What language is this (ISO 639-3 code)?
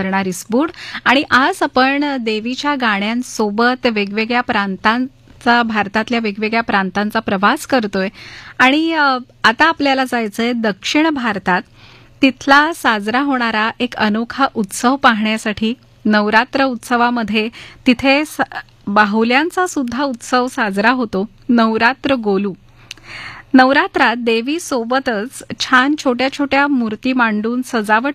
mar